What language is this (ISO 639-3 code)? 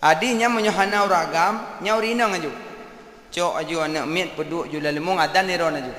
ace